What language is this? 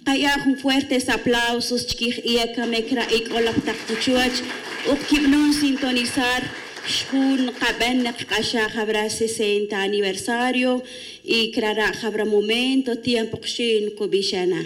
Tz'utujil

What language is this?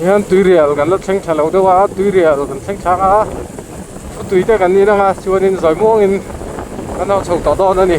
Mizo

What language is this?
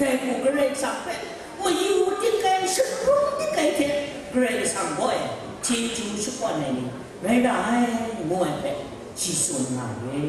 Kachin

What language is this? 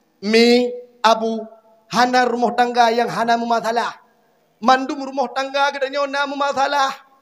Achinese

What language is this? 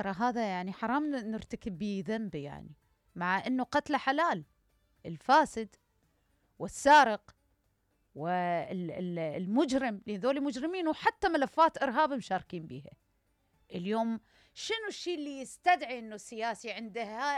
Mesopotamian Arabic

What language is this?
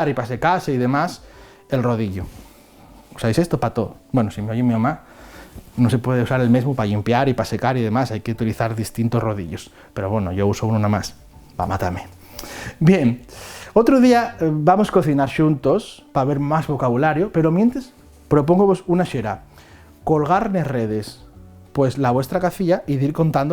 Asturian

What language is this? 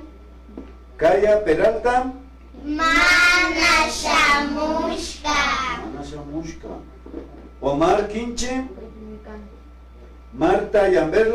Imbabura Highland Quichua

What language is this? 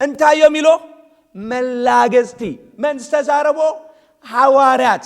Tigrinya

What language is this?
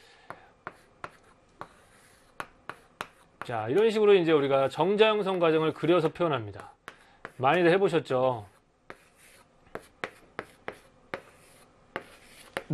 Korean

